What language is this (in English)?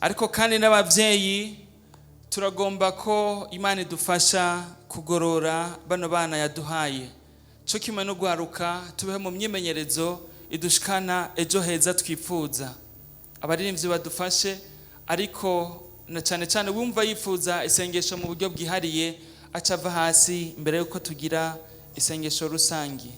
Rundi